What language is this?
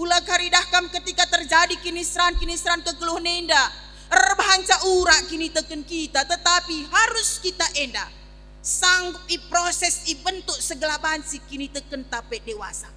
Batak Karo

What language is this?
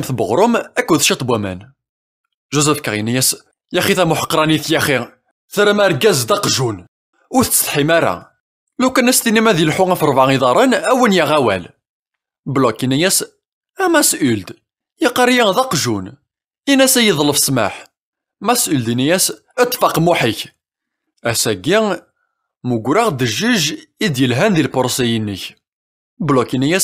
Kabyle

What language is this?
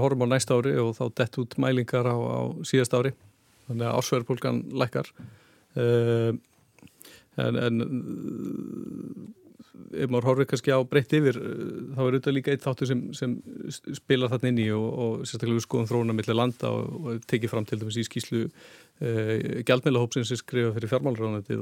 Icelandic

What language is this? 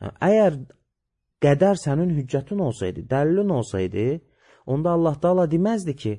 Azerbaijani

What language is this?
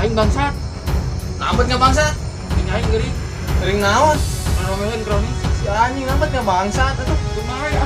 Sundanese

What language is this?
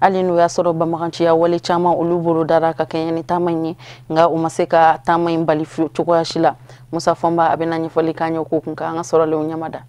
Bambara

